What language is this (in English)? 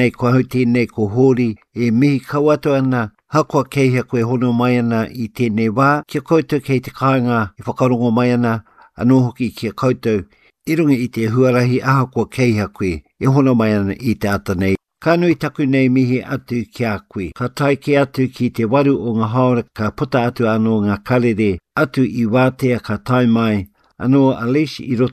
Māori